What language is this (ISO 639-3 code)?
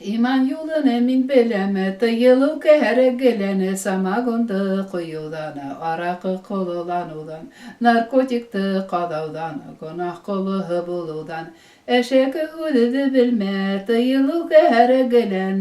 bak